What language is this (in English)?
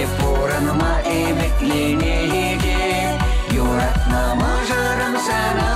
Chuvash